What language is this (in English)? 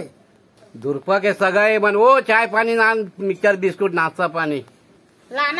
Chhattisgarhi